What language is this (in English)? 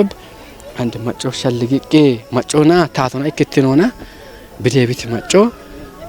Kafa